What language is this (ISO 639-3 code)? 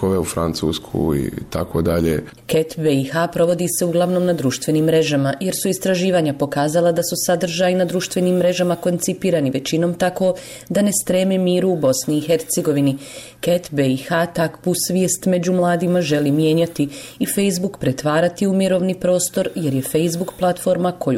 bos